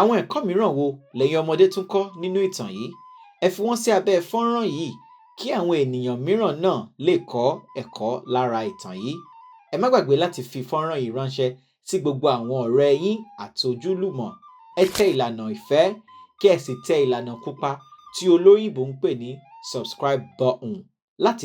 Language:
Yoruba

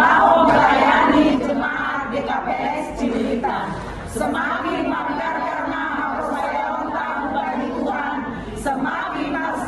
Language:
Batak Simalungun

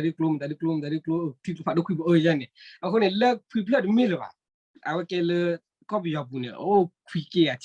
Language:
S'gaw Karen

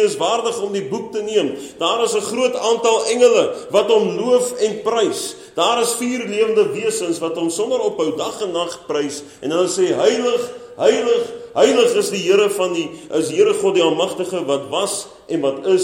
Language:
Afrikaans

